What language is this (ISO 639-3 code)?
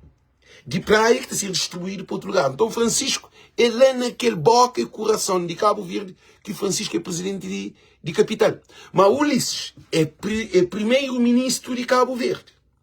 kea